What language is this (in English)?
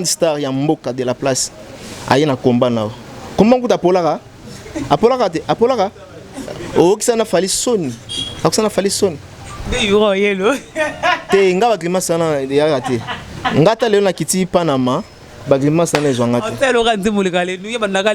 Lingala